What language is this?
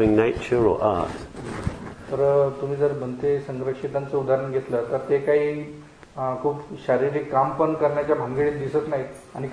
Marathi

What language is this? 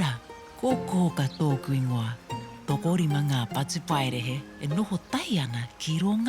Māori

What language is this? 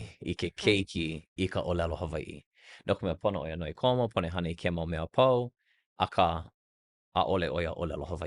Hawaiian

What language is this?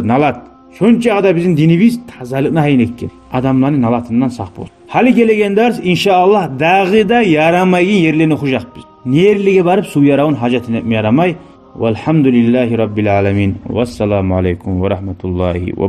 Kumyk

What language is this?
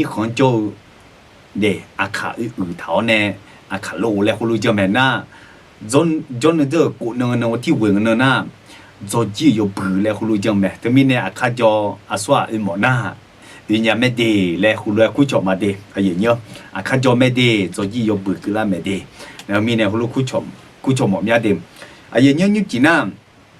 Akha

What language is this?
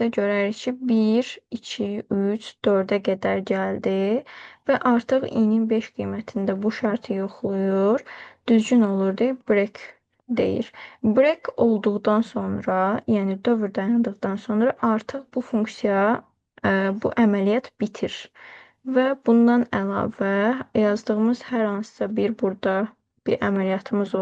Azerbaijani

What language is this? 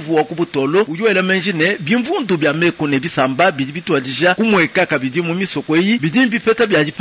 Luba-Lulua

